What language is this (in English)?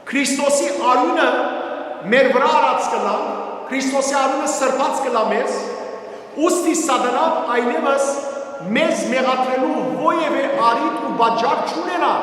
Western Armenian